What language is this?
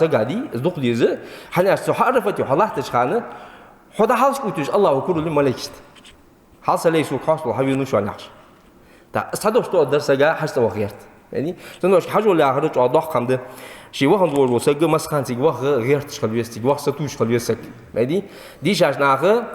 Ingush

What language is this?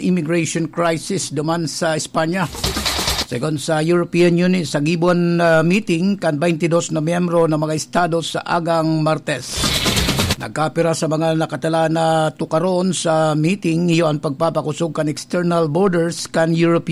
Bikol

